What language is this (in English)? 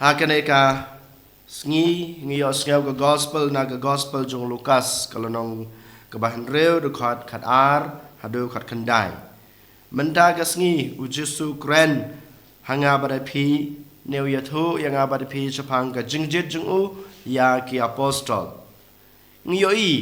Khasi